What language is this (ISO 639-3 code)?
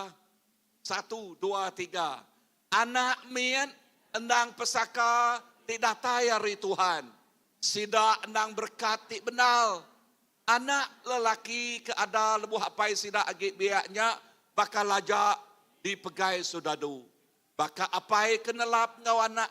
iba